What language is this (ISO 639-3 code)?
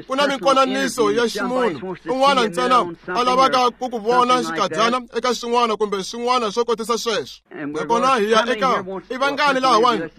tso